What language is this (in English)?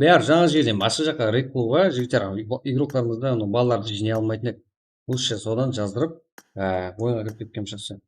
Kara-Kalpak